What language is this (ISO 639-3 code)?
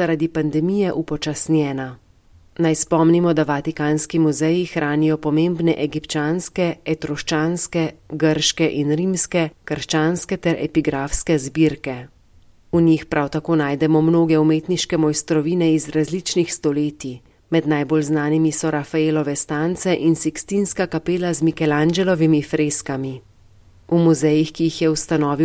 slv